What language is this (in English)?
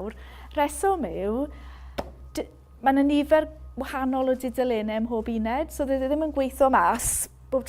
Welsh